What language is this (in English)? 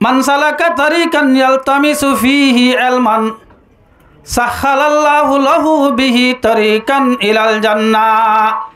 Rohingya